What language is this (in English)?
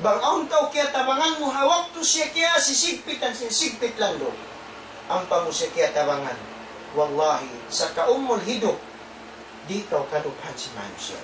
Tausug